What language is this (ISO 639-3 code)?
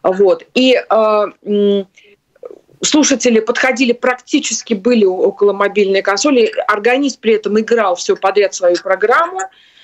rus